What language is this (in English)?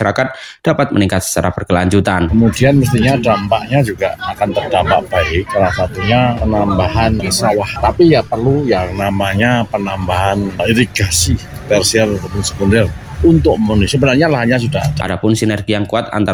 Indonesian